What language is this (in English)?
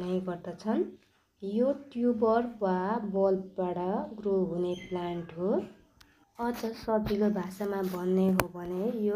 Nepali